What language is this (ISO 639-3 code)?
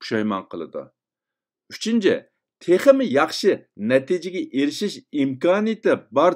uig